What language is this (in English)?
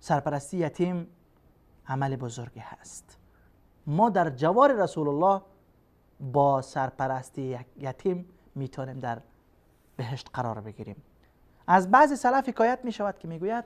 Persian